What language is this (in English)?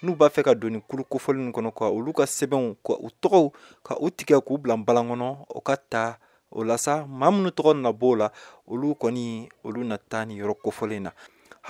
Bambara